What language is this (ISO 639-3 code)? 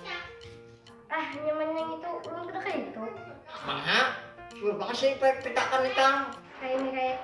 bjn